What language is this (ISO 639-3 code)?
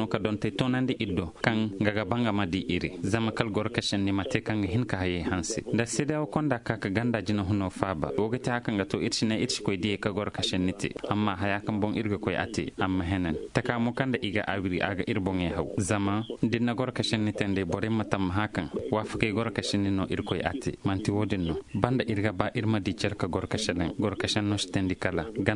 ses